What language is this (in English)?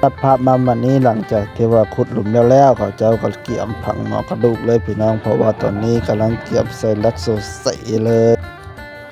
Northeastern Thai